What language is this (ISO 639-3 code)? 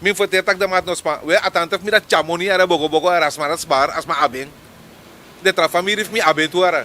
srn